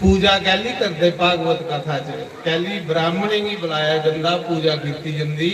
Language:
Dogri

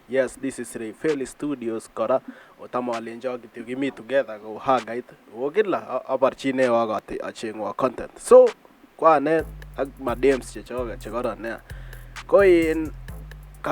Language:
Kalenjin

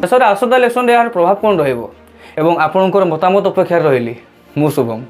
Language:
Odia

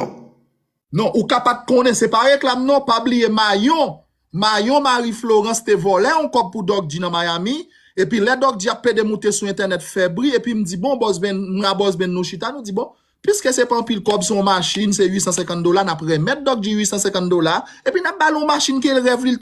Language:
Haitian Creole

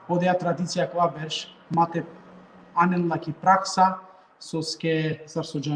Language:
Balkan Romani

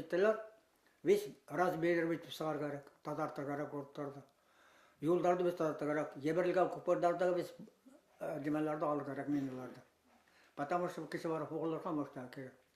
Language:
Bashkir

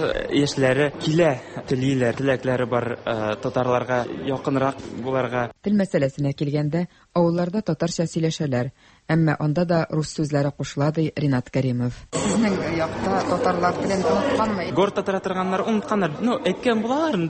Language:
Tatar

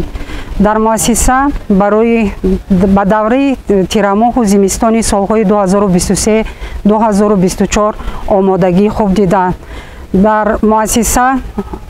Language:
Tajik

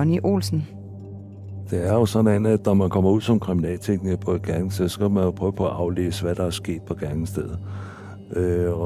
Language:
Danish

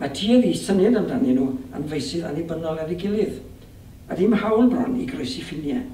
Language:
Welsh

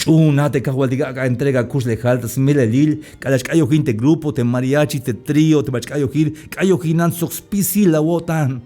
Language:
Tzeltal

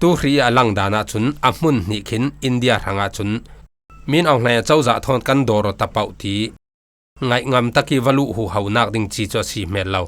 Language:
Falam Chin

